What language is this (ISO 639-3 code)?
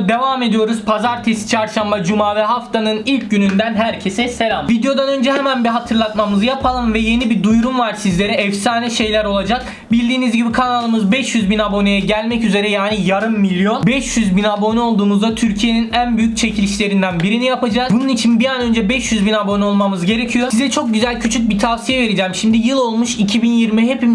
tur